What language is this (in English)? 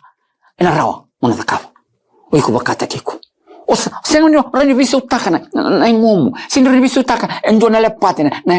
Fijian